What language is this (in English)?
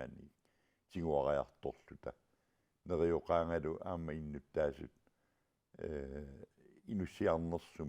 Kalaallisut